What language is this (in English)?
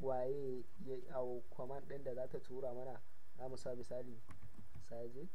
Hausa